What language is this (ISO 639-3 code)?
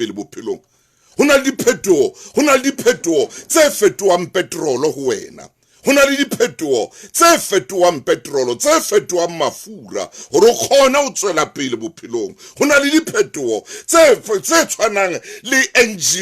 sot